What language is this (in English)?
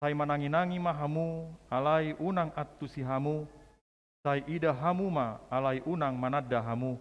Batak Toba